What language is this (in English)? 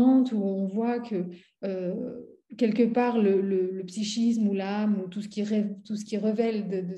French